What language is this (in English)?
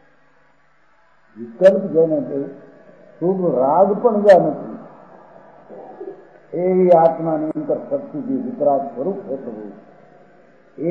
Gujarati